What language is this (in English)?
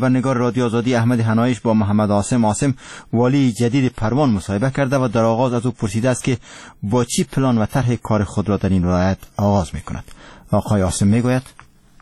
Persian